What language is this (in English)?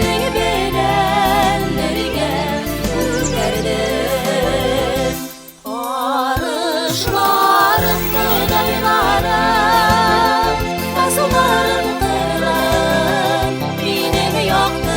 Bashkir